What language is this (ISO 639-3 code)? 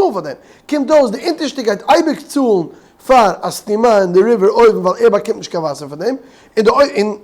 yid